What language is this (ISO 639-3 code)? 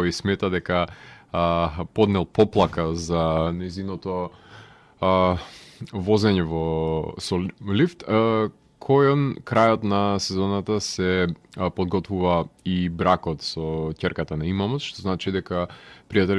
mkd